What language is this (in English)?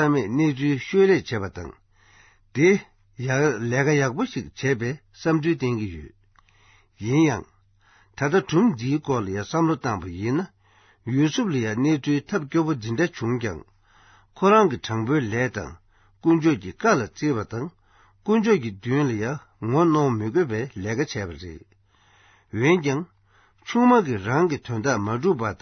Tibetan